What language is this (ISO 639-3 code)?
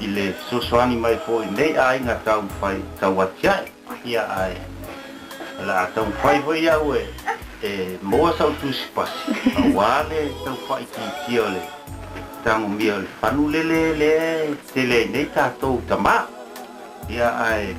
smo